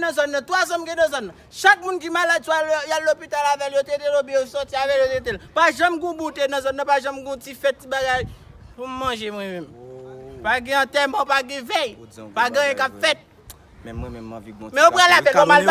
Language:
Haitian Creole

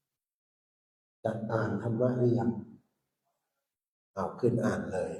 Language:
Pali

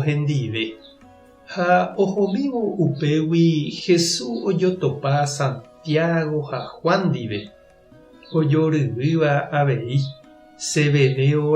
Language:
Guarani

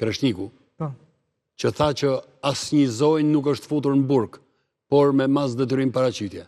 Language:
Albanian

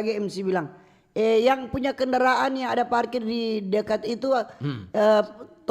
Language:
Manado Malay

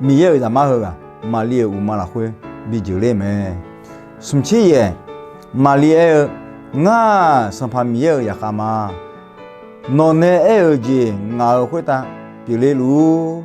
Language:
Akha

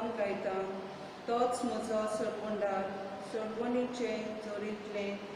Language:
Konkani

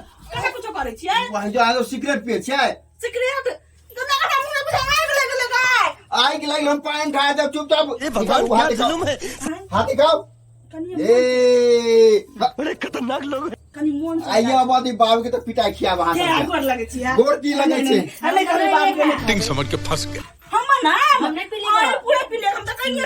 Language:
Maithili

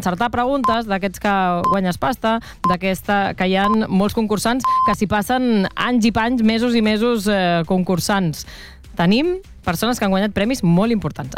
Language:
Catalan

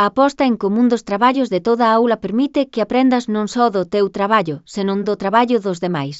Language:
Galician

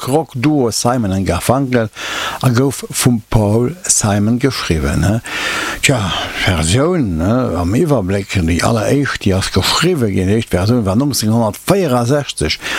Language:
Luxembourgish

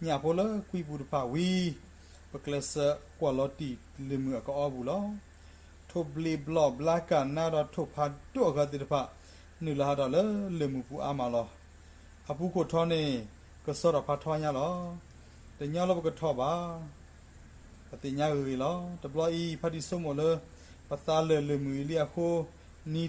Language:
S'gaw Karen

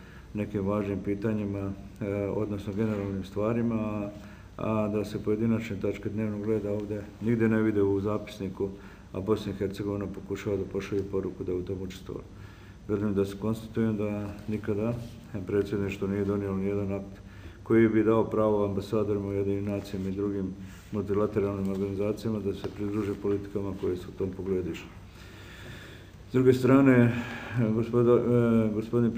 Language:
Bosnian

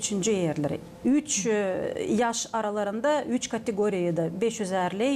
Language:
Gagauz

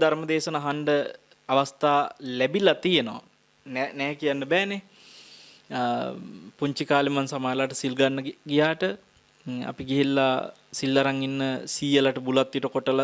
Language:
Sinhala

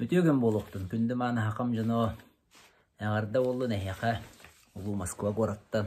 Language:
Yakut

